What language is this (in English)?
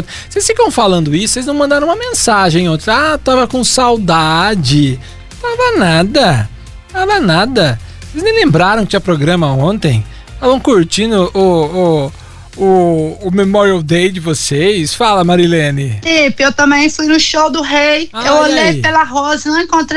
Portuguese